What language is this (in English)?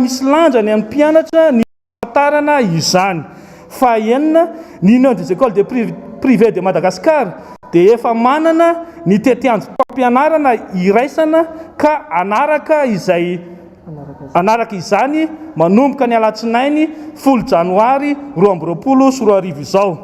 Malagasy